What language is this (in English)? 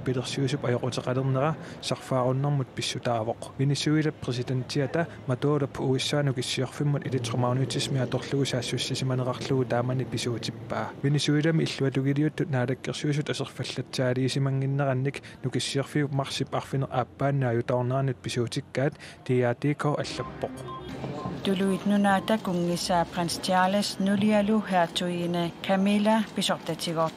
Kalaallisut